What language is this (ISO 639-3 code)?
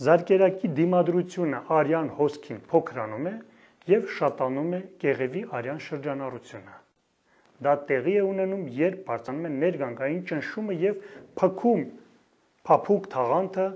hye